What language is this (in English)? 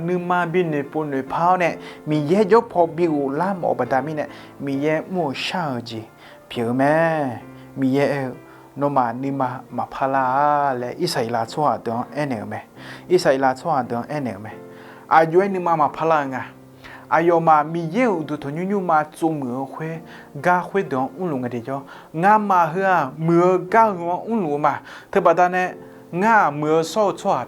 Akha